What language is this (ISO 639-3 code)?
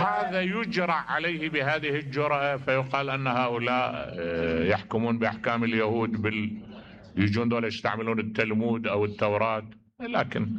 acm